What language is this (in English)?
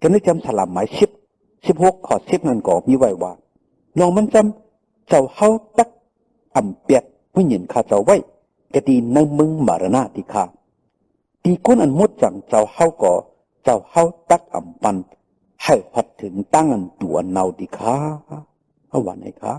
Shan